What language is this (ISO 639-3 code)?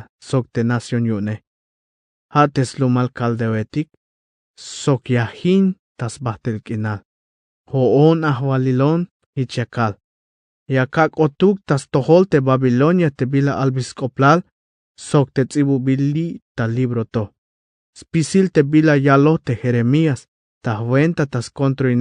tzh